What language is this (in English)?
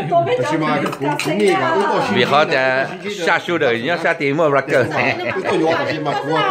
Hmong